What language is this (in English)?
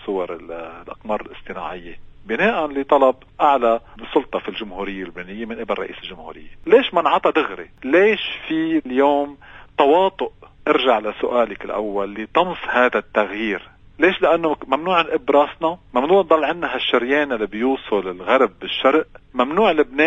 North Levantine Arabic